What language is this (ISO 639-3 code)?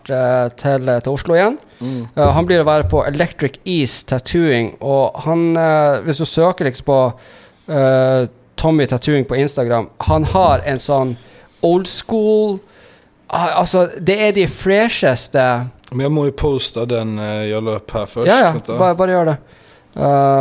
nor